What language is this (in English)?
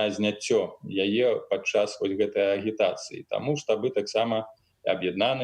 Belarusian